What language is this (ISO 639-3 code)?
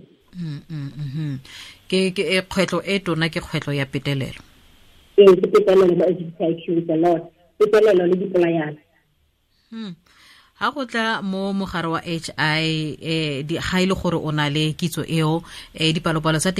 tsn